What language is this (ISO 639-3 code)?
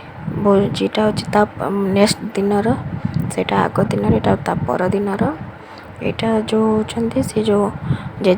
ori